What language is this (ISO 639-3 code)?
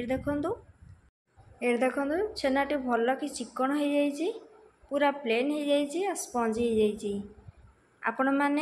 ori